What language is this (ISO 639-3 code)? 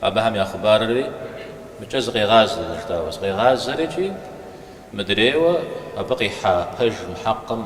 kbd